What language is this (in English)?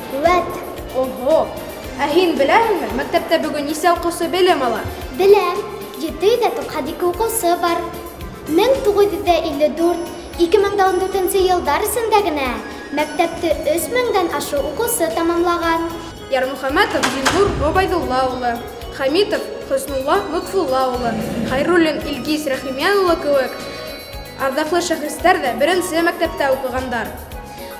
Bashkir